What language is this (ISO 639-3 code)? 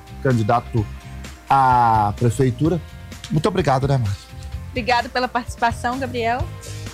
por